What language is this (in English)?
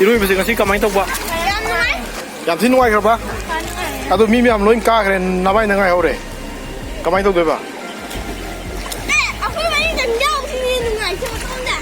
Manipuri